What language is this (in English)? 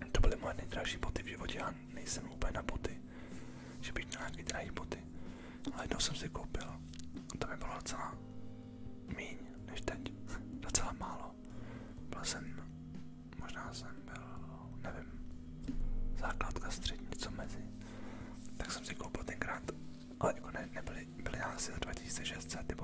Czech